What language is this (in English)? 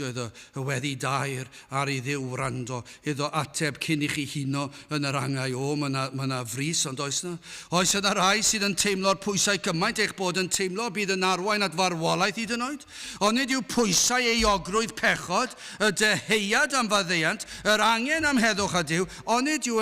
Welsh